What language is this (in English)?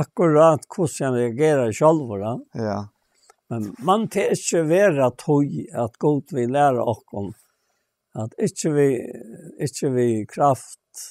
Faroese